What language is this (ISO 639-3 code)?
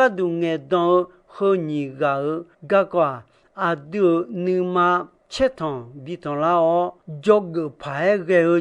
ahk